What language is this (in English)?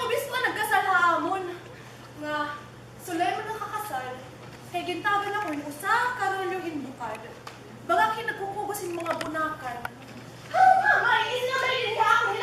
Waray